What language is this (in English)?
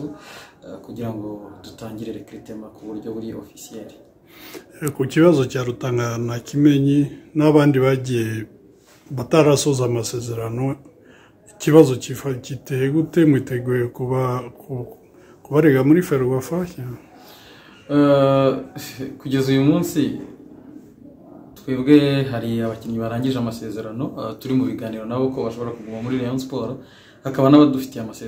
Kinyarwanda